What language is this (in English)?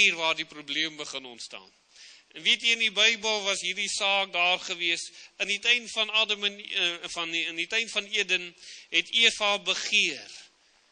Afrikaans